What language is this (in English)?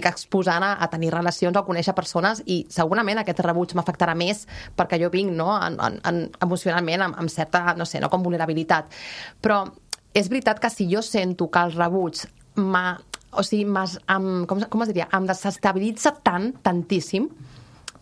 Catalan